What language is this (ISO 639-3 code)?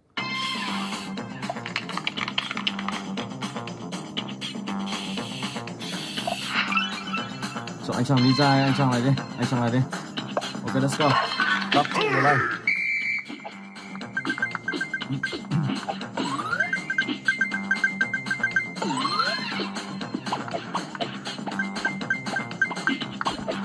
vie